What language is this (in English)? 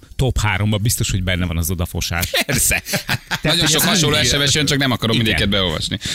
Hungarian